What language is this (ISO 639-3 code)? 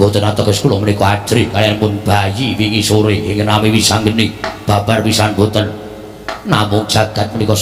jav